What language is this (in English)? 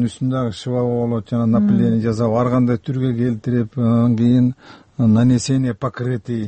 Kyrgyz